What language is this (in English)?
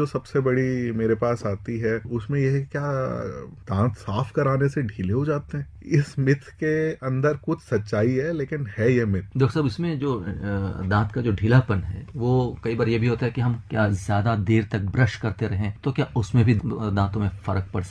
Hindi